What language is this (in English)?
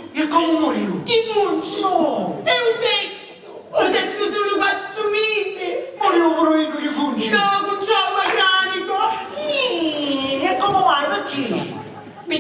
Sicilian